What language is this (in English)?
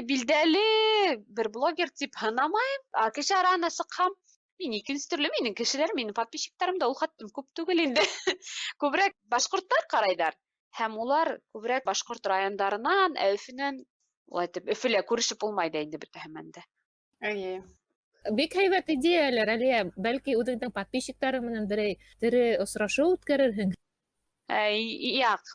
Bashkir